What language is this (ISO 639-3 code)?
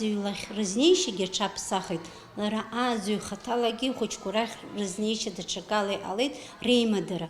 abk